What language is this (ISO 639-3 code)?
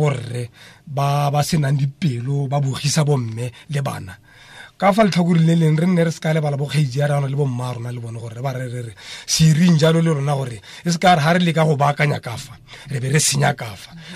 tsn